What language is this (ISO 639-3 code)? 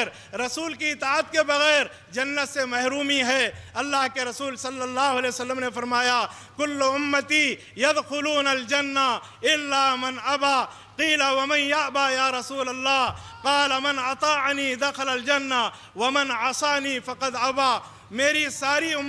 urd